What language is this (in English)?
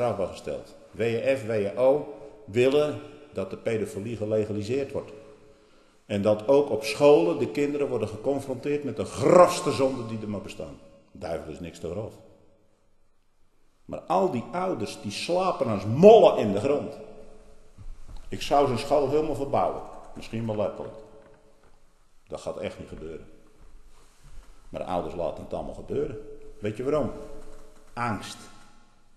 Dutch